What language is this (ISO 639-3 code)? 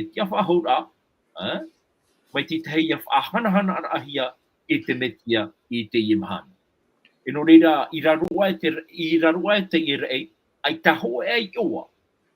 tah